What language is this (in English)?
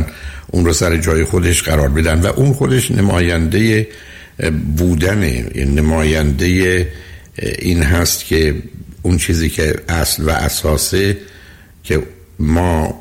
Persian